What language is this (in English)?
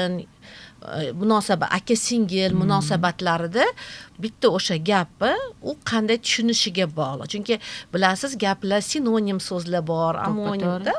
Uzbek